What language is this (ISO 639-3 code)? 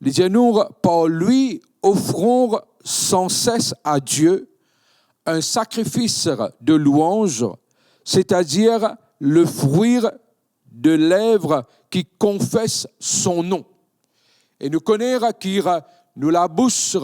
mfe